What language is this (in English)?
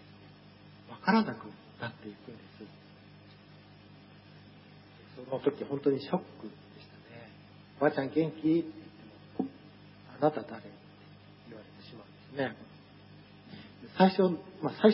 Japanese